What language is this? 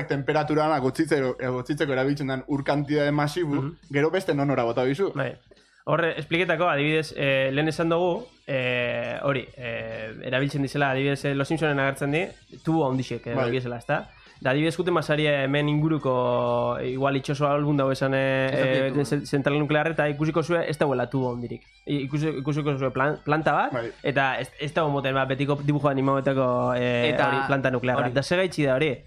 Basque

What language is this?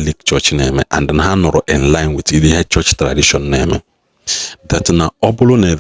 Igbo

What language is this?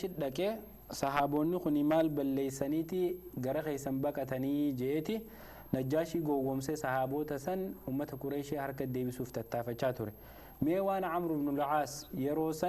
Oromo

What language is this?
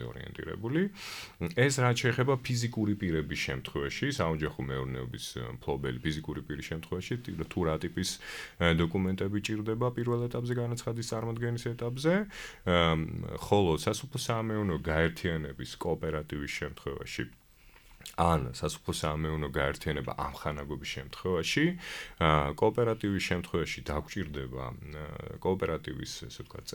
Georgian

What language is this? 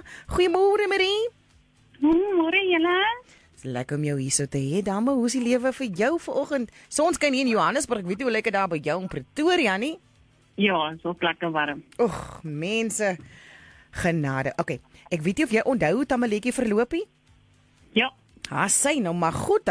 Afrikaans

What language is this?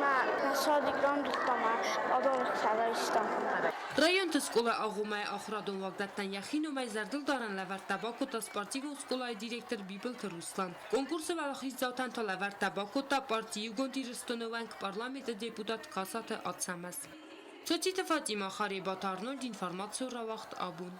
Ossetic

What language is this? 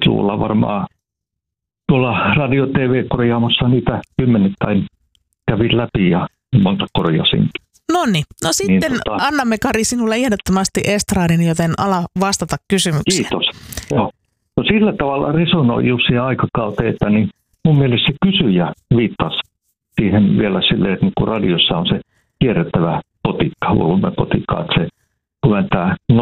Finnish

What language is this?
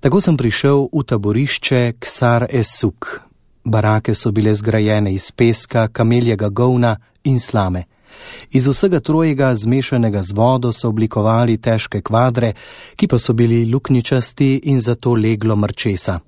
Slovenian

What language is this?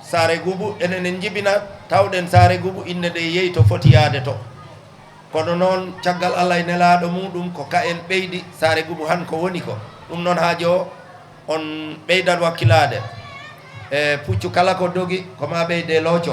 Fula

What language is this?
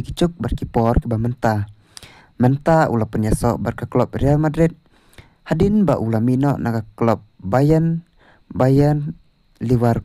Khasi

